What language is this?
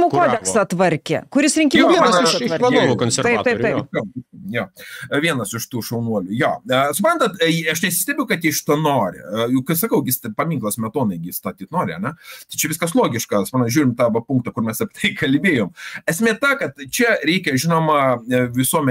Lithuanian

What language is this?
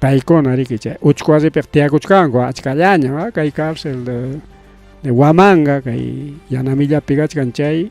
Ayacucho Quechua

